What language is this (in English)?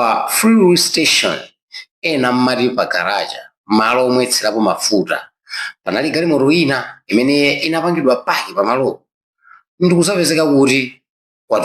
Nyanja